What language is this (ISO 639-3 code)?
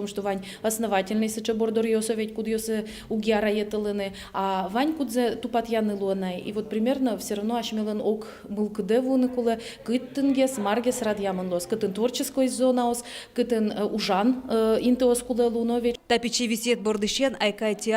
udm